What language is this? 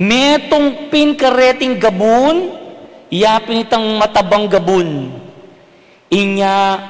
Pampanga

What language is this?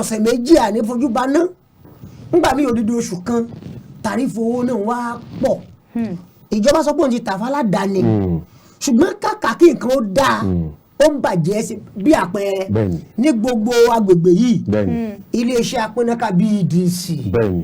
Yoruba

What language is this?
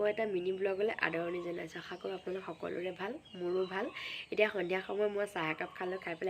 Assamese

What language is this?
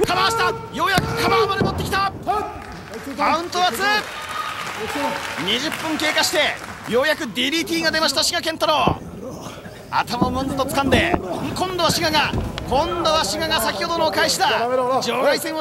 Japanese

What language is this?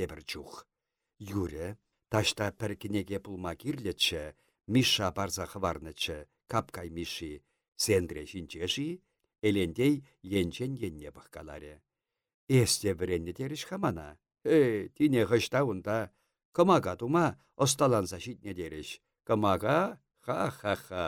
Chuvash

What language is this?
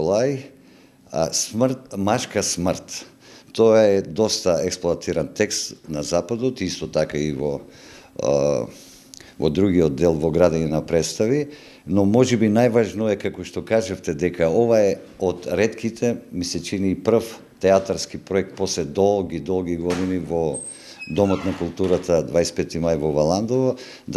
Macedonian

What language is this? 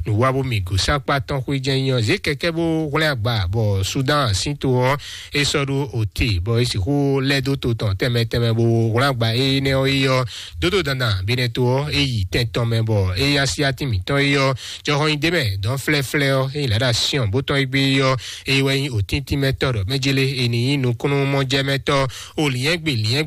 Fon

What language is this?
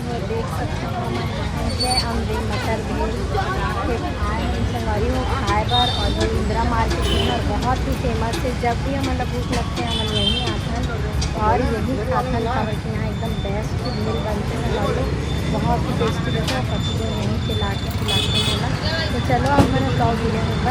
Chhattisgarhi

